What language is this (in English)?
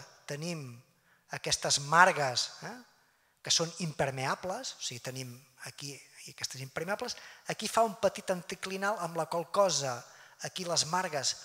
Catalan